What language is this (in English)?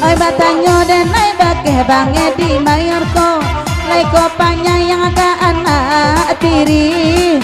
Minangkabau